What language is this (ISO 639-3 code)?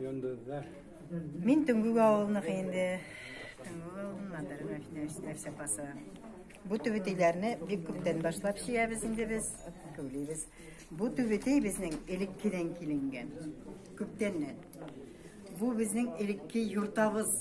bak